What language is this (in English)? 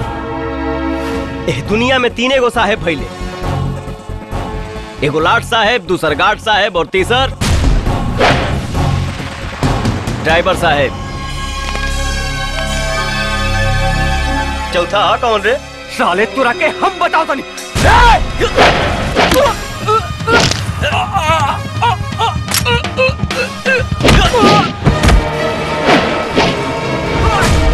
Bhojpuri